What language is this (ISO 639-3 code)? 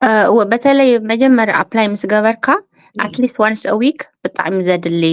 tir